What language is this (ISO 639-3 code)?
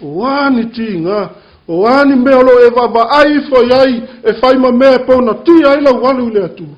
smo